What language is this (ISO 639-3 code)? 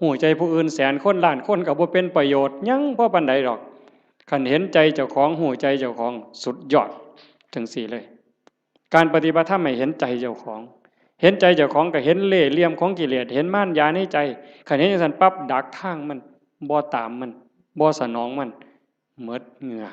tts